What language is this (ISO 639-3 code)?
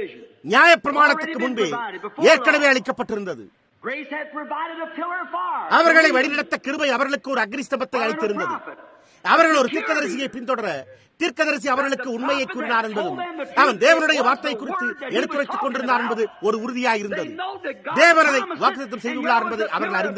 tam